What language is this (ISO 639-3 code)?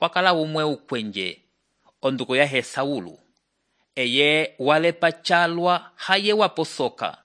umb